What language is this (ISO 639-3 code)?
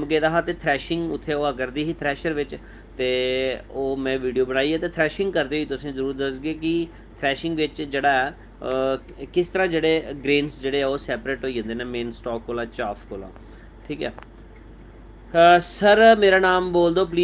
doi